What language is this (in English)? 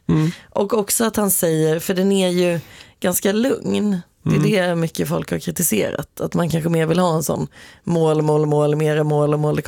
Swedish